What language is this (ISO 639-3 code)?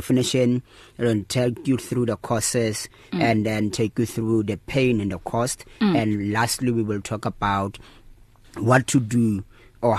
eng